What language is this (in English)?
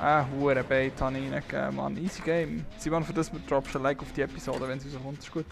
Swiss German